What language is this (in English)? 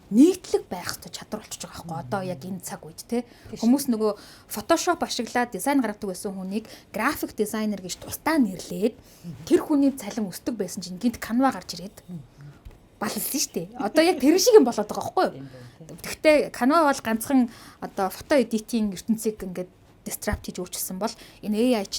Mongolian